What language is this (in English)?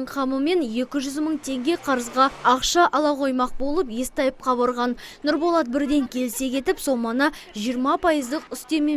Kazakh